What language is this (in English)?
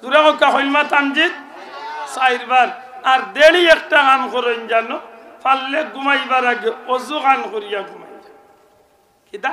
Sylheti